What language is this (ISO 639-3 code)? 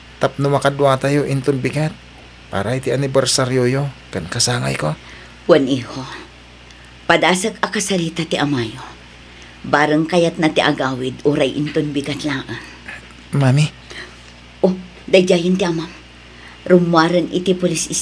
ilo